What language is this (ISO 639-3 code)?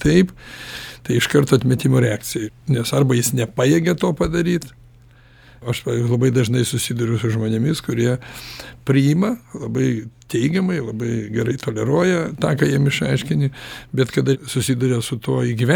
lit